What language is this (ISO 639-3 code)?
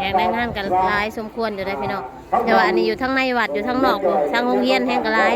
tts